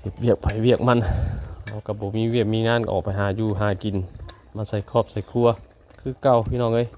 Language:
Northeastern Thai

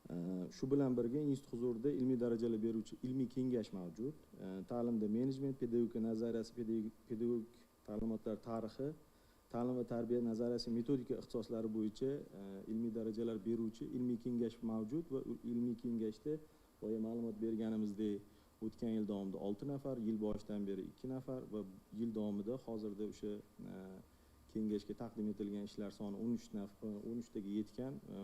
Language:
Uzbek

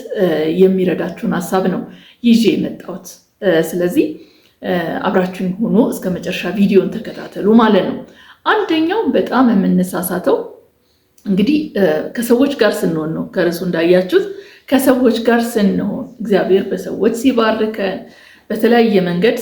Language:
Amharic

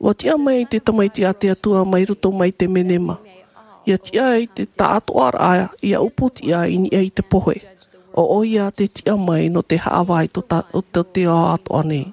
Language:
Tahitian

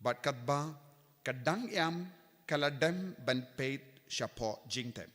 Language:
Khasi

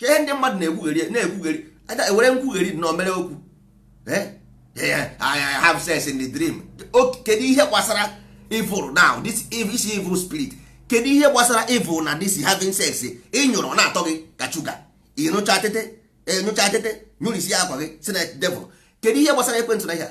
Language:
Igbo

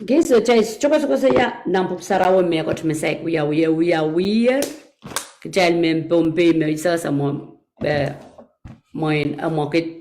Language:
Pohnpeian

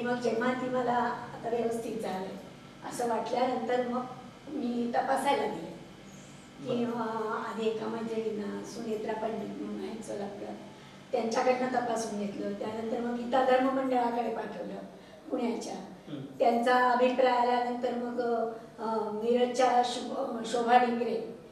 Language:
Marathi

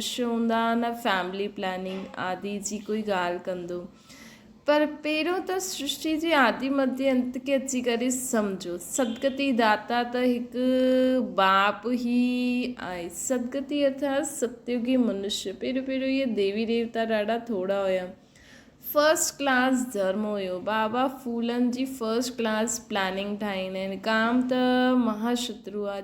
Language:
Sindhi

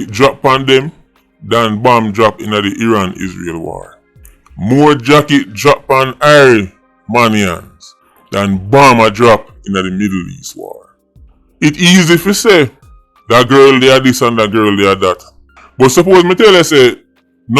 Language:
Jamaican Creole English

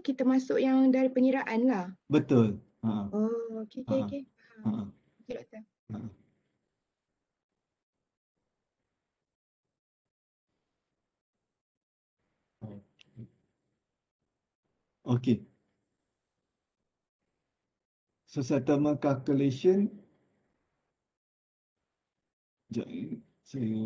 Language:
Malay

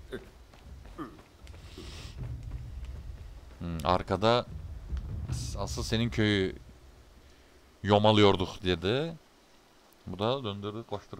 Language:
Turkish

